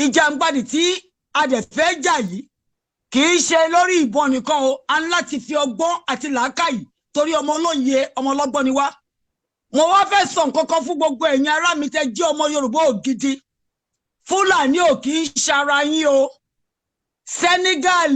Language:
Yoruba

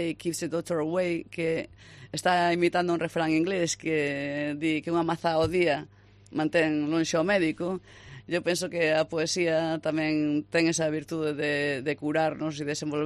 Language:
Galician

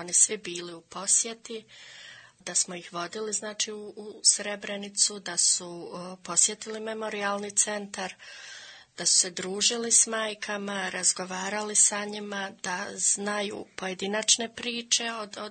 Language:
Bosnian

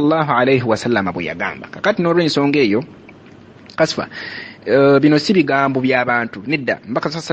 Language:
Ganda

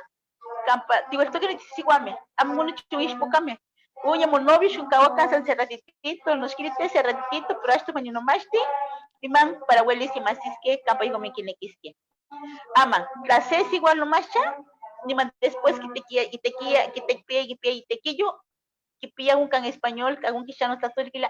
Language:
Eastern Huasteca Nahuatl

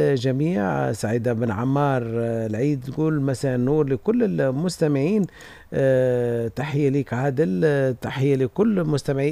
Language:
Tunisian Arabic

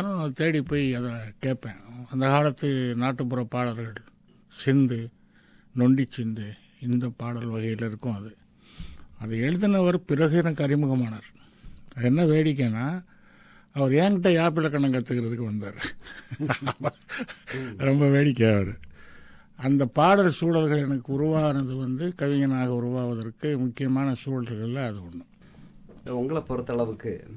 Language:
Tamil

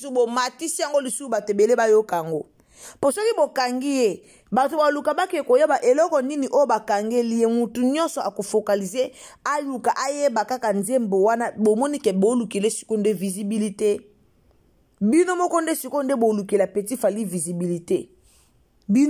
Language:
Lingala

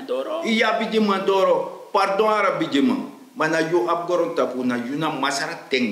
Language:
Sranan Tongo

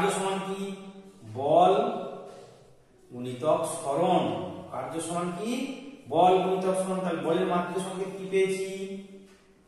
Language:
Bangla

